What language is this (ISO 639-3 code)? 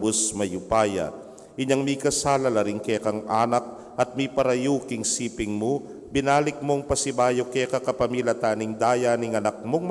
pam